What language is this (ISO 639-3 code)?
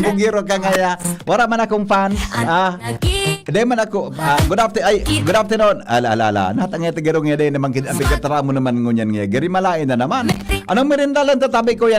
bik